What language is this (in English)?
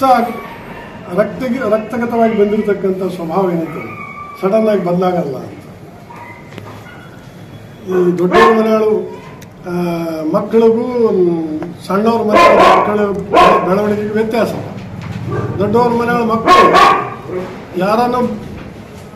Kannada